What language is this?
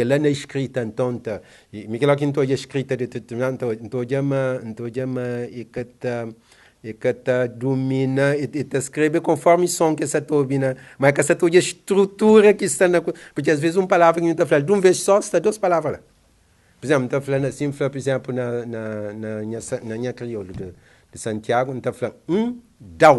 Kabuverdianu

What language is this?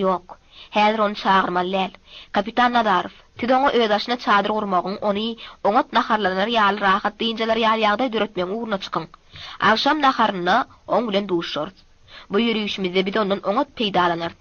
Turkmen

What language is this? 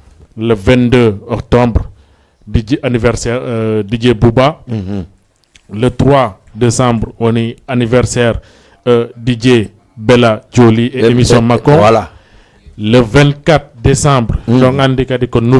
Fula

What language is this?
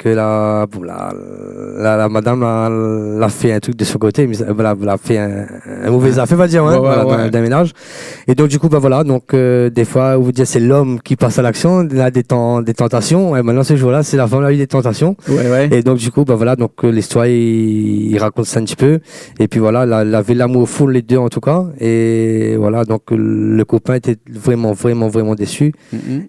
Réunion Creole French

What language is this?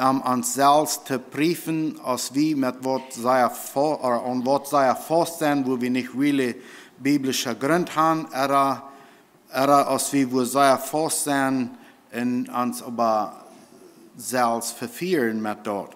Plautdietsch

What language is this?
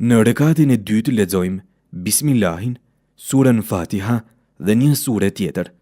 Albanian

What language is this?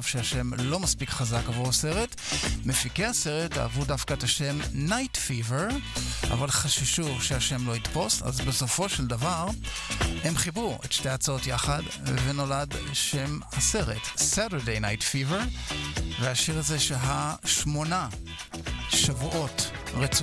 Hebrew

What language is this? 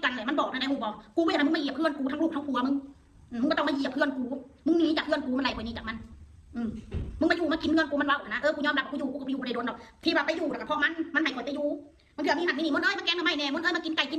Northeastern Thai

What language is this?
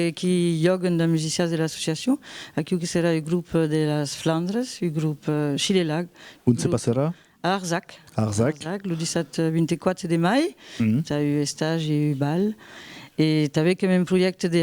Occitan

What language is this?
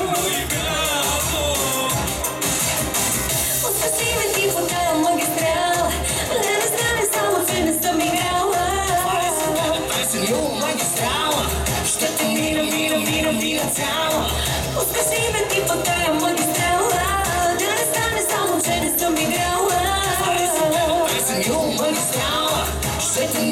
Bulgarian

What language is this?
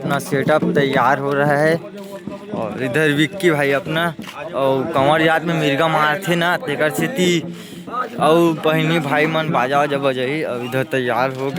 Chhattisgarhi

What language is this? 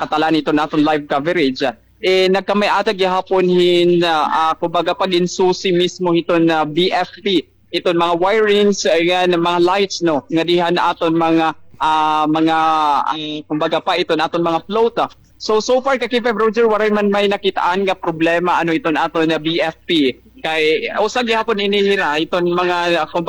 Waray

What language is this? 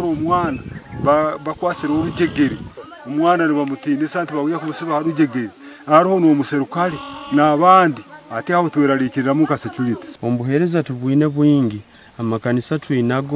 Nyankole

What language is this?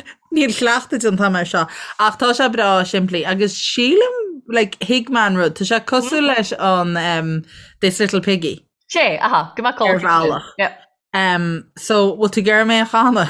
Irish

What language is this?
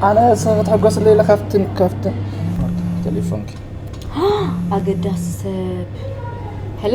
Tigrinya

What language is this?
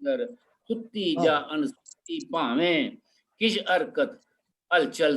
Dogri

